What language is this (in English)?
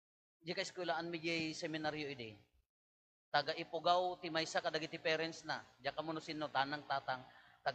Iloko